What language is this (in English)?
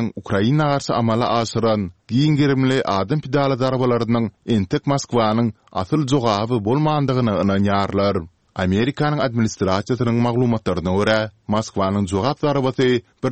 Turkmen